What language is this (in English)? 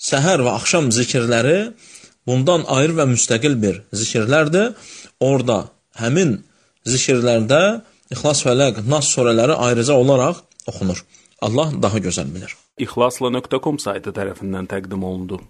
Azerbaijani